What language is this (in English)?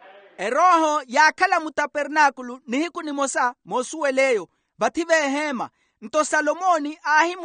Makhuwa